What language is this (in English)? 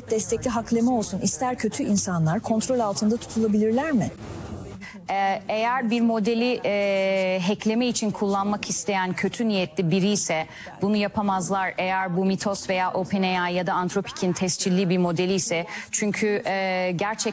Turkish